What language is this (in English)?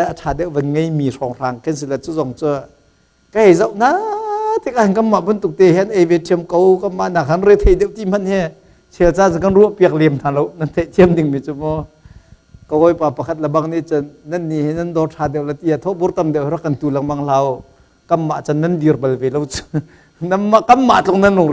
Hakha Chin